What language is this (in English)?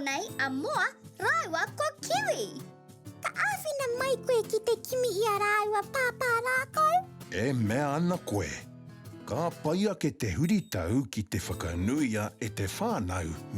Māori